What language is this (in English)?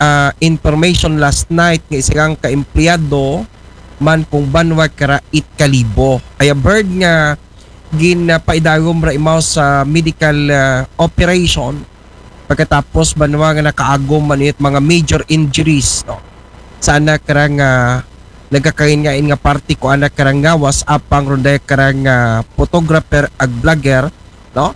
Aklanon